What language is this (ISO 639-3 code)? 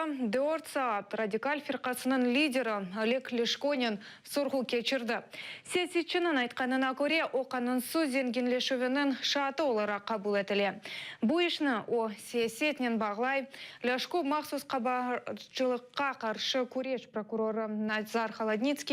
crh